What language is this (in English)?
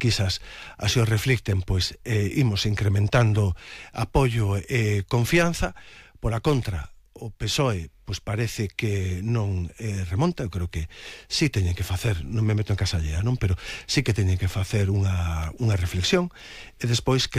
Galician